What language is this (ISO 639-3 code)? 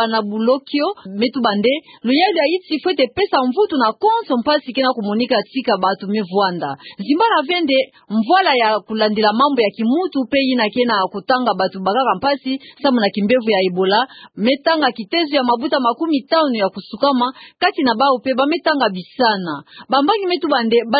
ktu